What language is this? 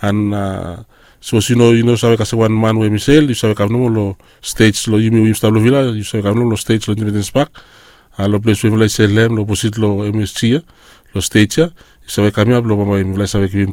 Bislama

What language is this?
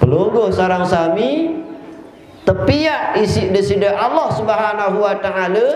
Sasak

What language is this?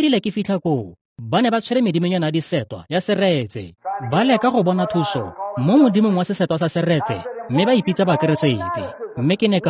Tswana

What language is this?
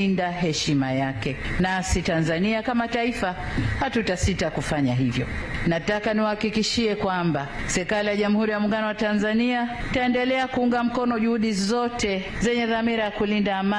Swahili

